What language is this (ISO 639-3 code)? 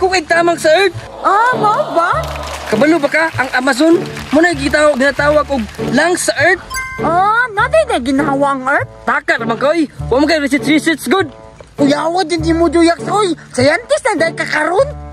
ceb